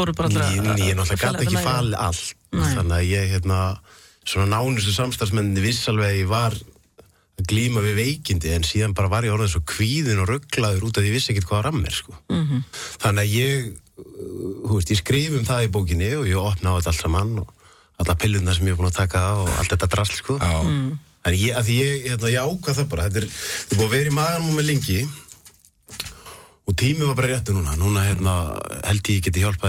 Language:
Icelandic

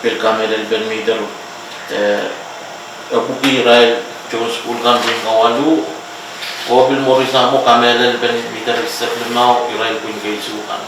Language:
Pohnpeian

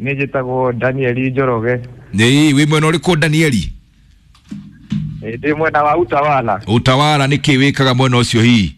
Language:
Kikuyu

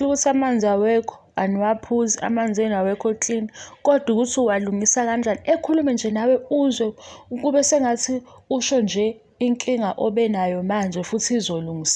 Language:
Zulu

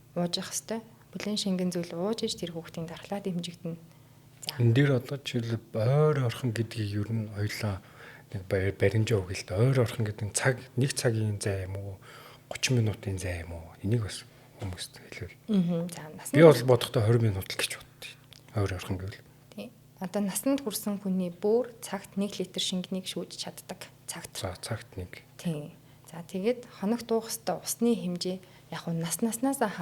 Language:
Mongolian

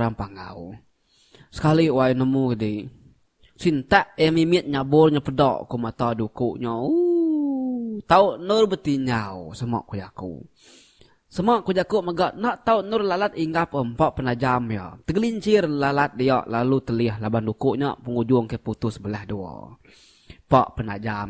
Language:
Iban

